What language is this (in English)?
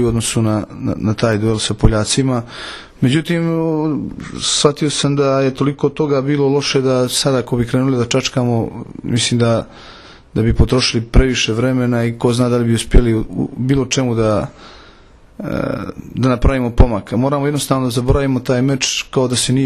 Serbian